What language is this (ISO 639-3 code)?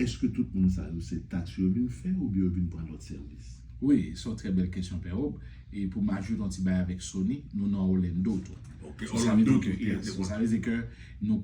hat